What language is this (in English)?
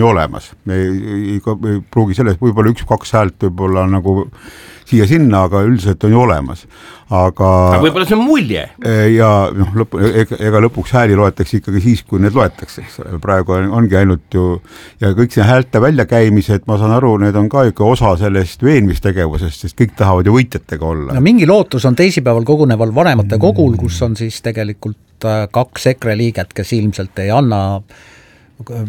Estonian